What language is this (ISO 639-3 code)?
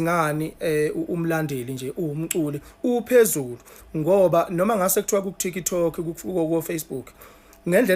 zul